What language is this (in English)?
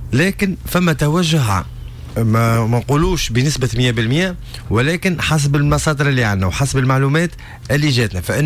Tunisian Arabic